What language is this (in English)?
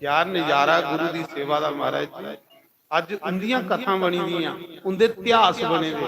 Dogri